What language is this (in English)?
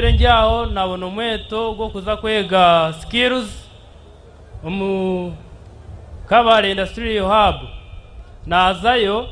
Nyankole